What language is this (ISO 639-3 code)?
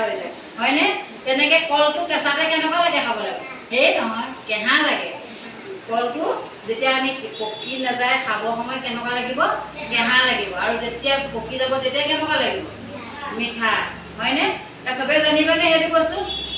asm